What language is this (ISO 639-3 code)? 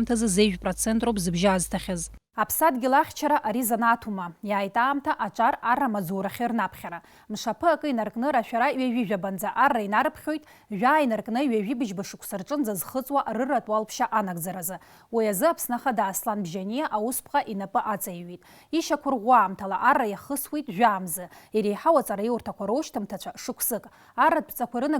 abk